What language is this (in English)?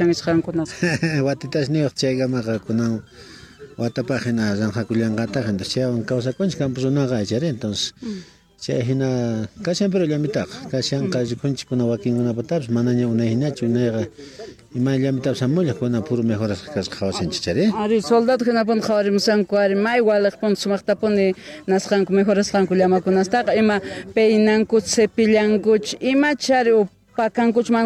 South Bolivian Quechua